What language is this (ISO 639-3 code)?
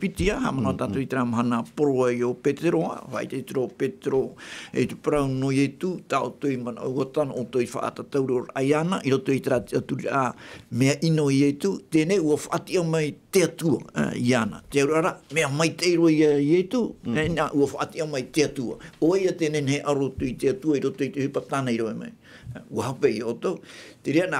tah